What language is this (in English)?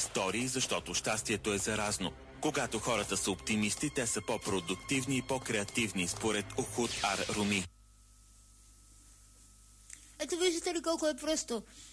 Bulgarian